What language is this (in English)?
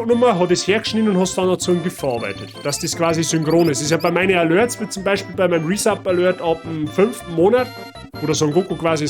Bavarian